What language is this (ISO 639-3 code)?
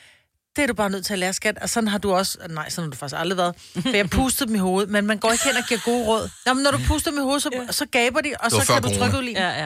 dan